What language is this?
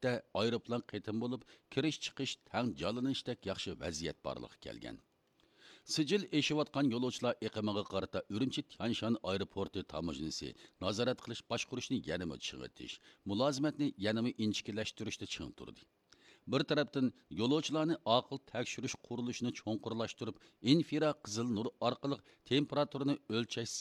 Uyghur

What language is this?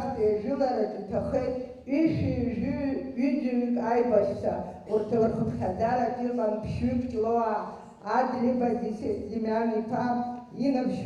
Abkhazian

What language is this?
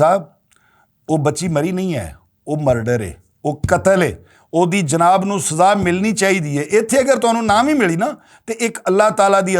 Western Panjabi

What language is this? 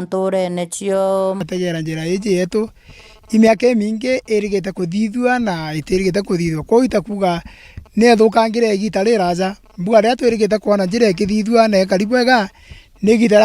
Meru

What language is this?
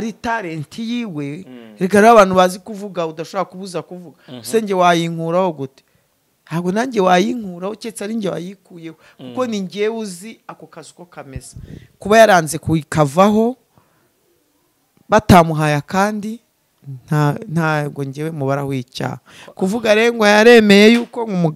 Kinyarwanda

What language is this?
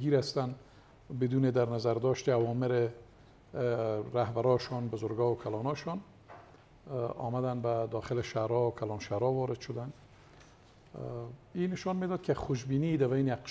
Persian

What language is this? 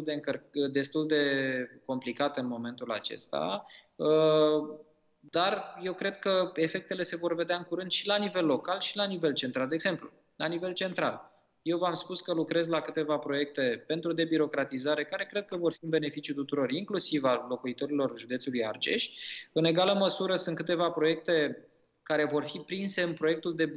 Romanian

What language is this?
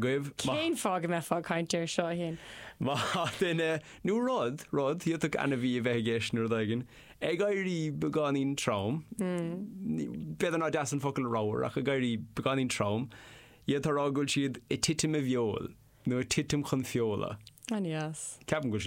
Irish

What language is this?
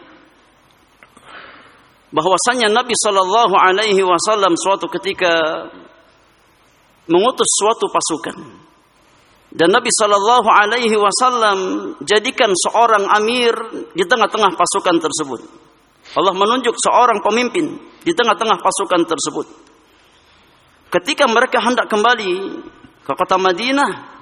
Indonesian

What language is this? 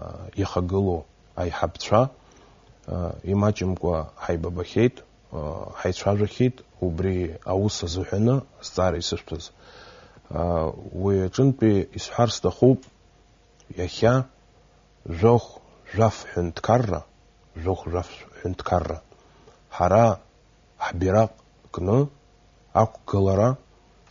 Abkhazian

